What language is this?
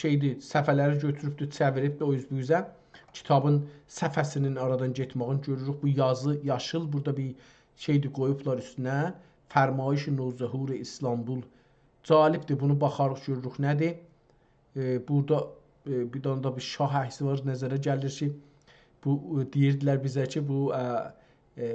South Azerbaijani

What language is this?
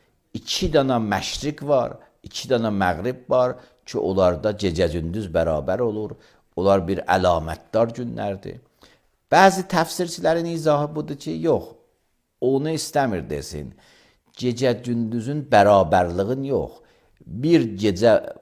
Azerbaijani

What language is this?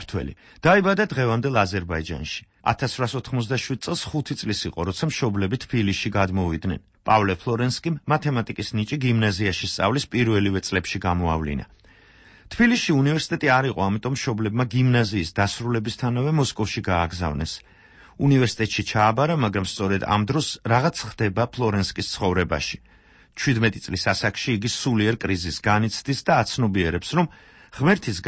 Georgian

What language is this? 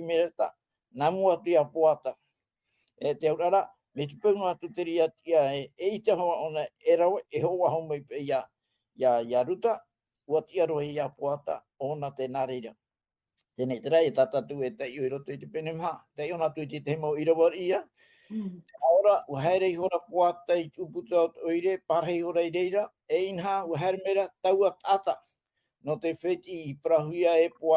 Tahitian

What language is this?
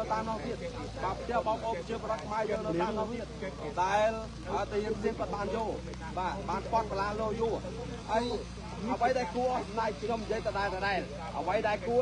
Khmer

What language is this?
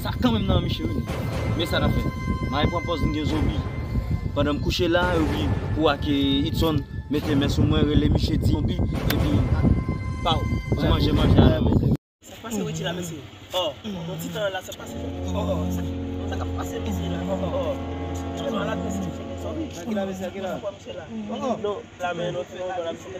Haitian Creole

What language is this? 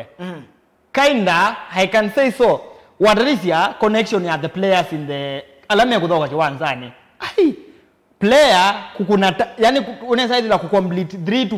Kamba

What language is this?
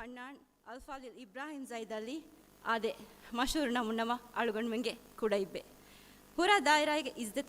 Divehi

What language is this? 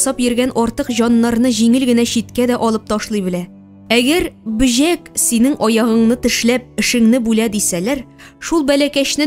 Tatar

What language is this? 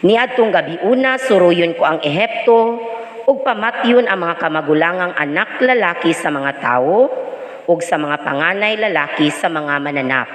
Cebuano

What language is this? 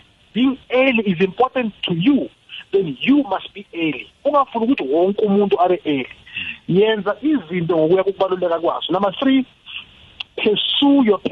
South Ndebele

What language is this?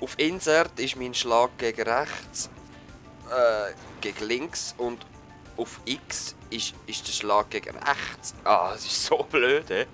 Swiss German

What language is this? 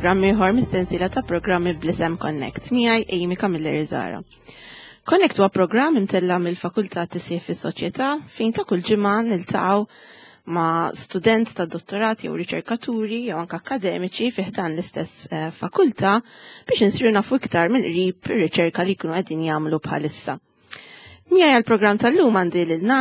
Maltese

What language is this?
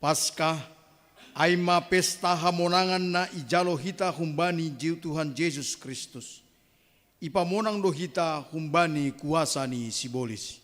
Batak Simalungun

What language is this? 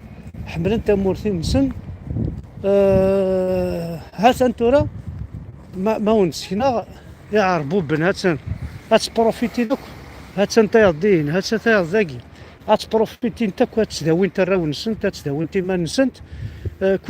Kabyle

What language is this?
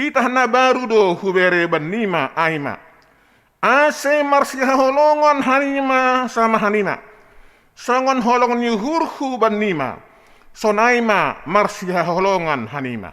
Batak Simalungun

